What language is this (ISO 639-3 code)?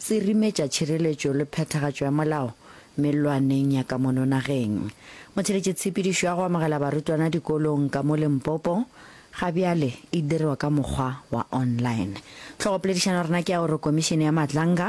nso